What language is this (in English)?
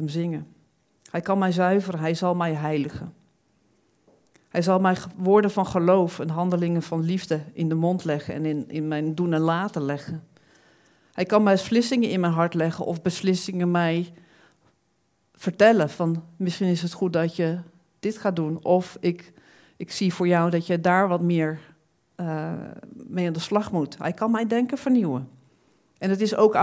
Dutch